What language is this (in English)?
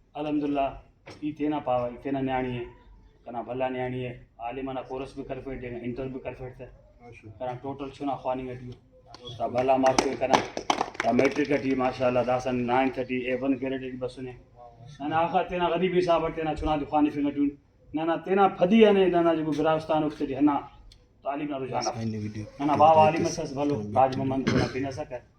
Brahui